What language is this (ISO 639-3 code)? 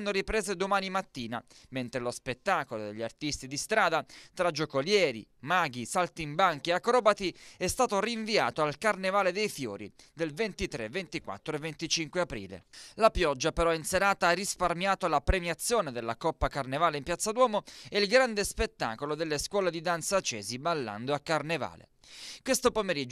ita